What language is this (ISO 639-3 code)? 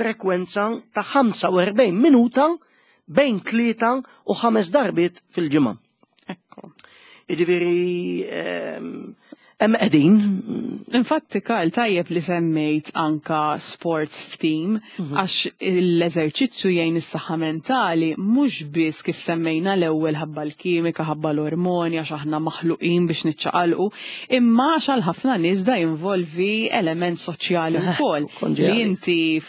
mlt